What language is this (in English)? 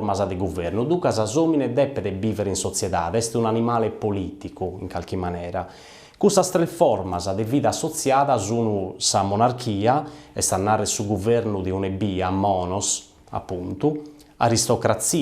Sardinian